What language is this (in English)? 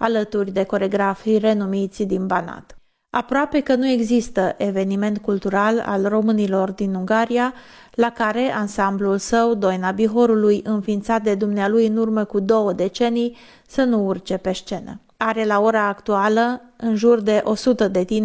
Romanian